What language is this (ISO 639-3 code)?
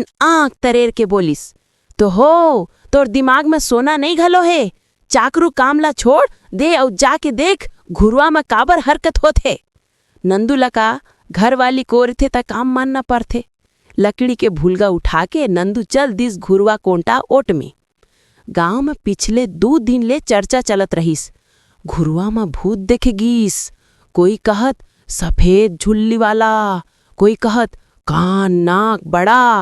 hne